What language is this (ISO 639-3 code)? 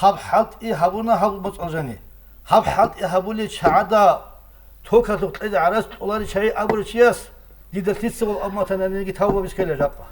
ava